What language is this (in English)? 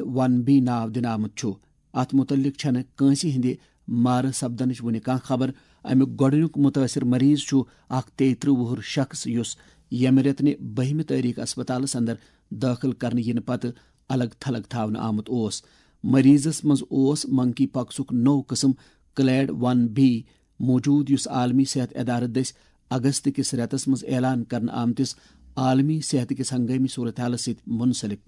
Kashmiri